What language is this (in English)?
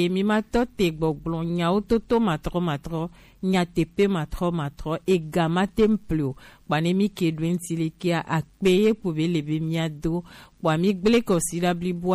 Gen